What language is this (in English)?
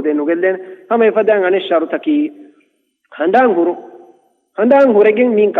Divehi